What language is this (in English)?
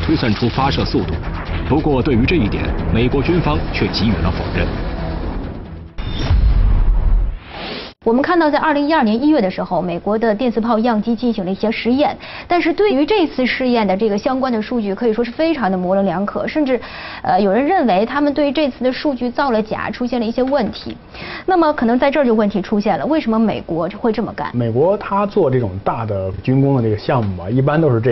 Chinese